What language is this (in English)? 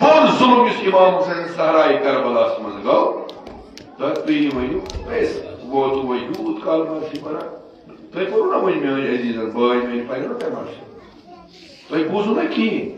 Kashmiri